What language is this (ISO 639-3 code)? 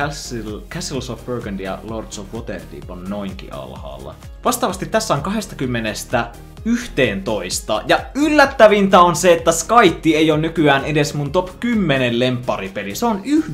fin